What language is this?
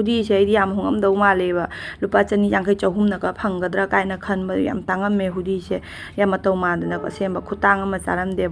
Manipuri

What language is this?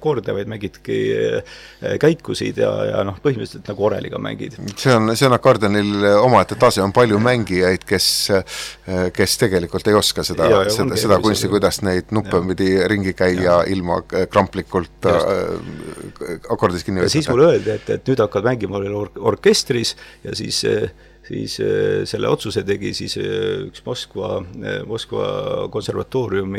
Estonian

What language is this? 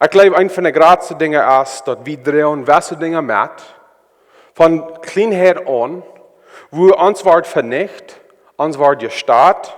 Plautdietsch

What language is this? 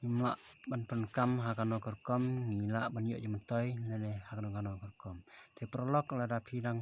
Khasi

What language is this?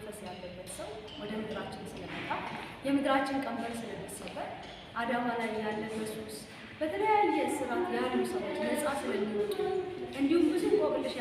Amharic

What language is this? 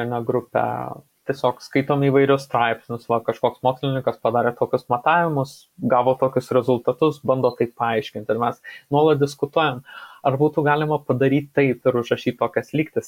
Lithuanian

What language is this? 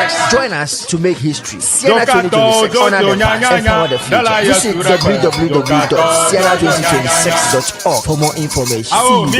Ewe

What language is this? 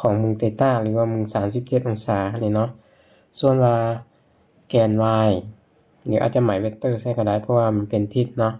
Lao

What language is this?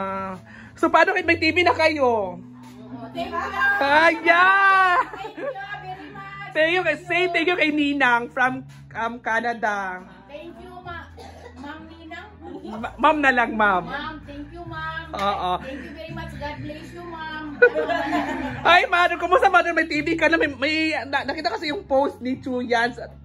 Filipino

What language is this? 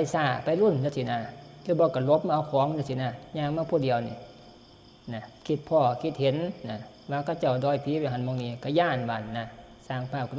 Northeastern Thai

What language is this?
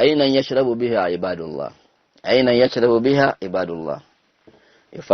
Luo (Kenya and Tanzania)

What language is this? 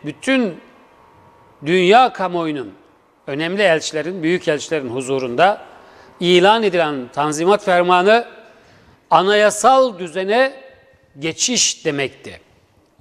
Turkish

